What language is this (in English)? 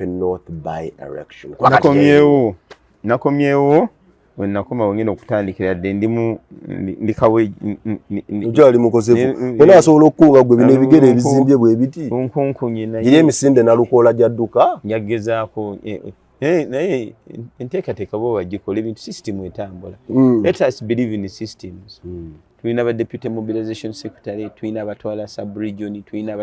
Ganda